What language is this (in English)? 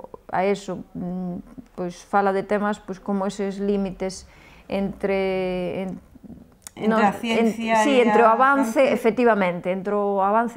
Galician